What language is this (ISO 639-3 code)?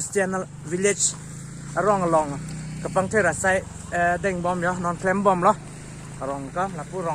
mjw